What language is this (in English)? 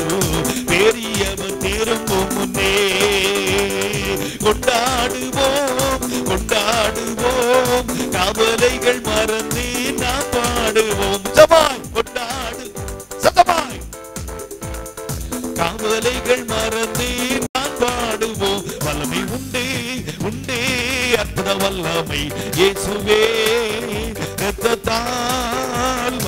Tamil